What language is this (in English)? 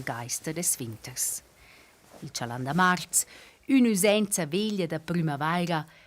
Romansh